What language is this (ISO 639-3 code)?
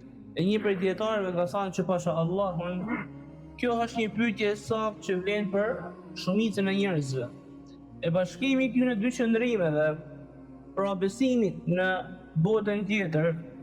sqi